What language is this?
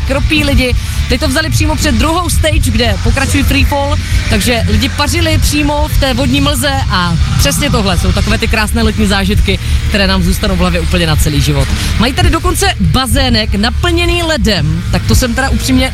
Czech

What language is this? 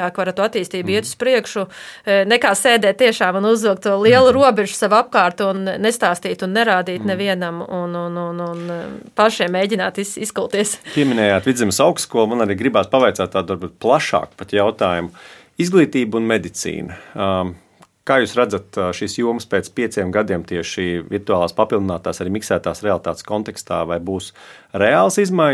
Latvian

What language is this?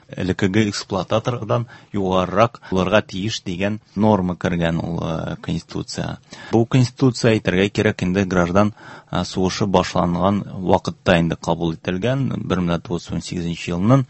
Tatar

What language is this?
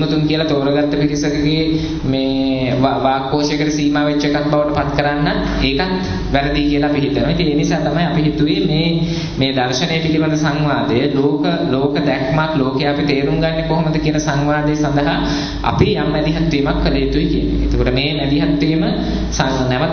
Sinhala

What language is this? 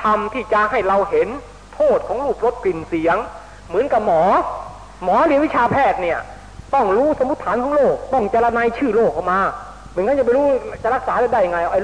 Thai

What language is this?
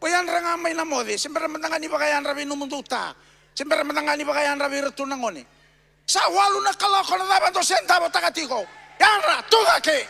Fijian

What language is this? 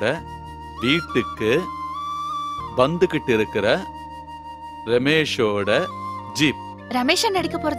Tamil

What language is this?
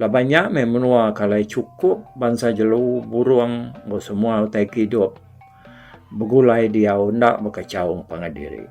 Iban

